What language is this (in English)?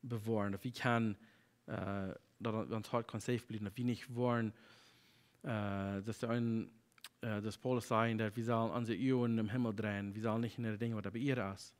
Plautdietsch